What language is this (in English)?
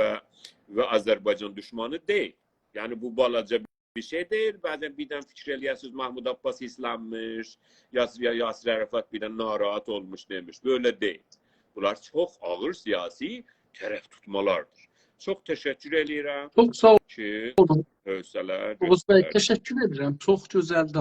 South Azerbaijani